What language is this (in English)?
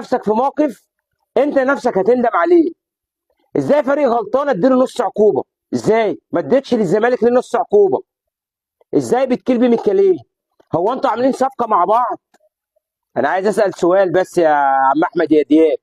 Egyptian Arabic